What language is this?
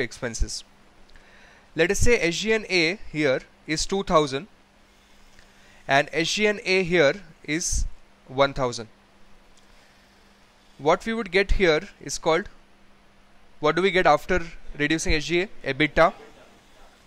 English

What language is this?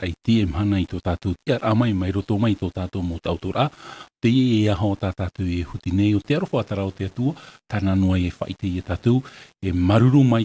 Tahitian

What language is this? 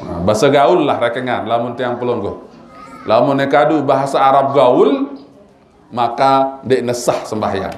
Sasak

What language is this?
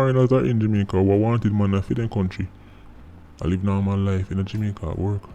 Jamaican Creole English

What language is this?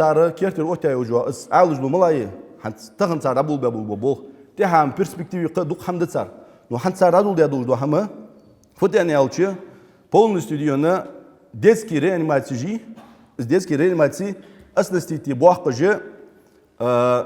Ingush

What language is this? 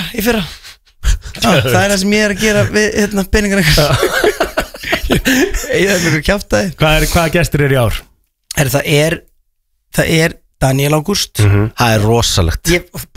Icelandic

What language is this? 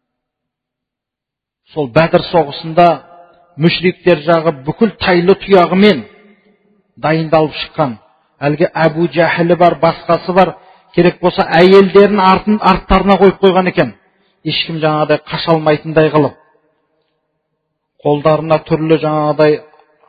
Kazakh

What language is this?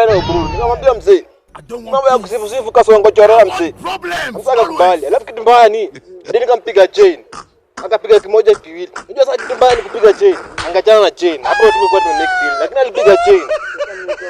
Swahili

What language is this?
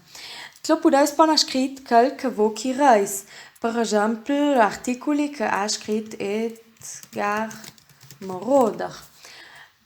Ladin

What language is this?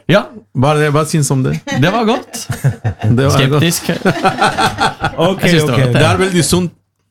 Norwegian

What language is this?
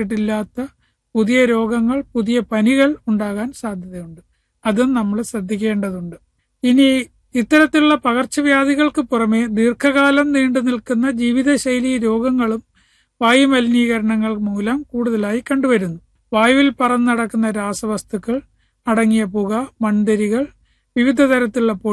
Malayalam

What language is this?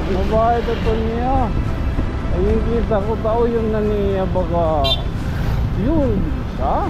Waray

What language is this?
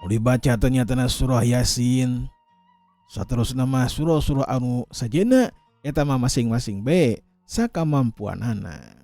Sundanese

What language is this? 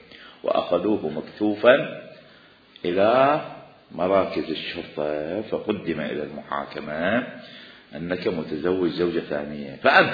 Mesopotamian Arabic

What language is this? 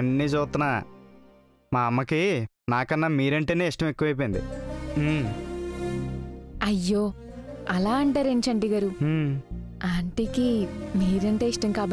Telugu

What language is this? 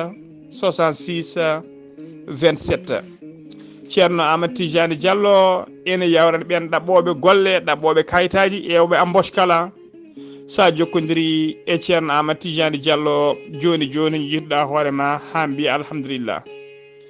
Fula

